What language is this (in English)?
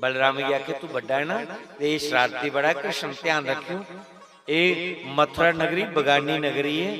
Dogri